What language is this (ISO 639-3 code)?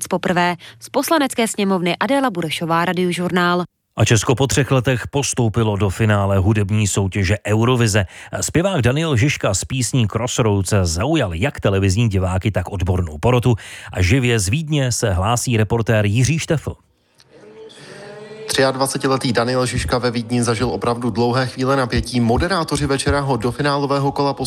ces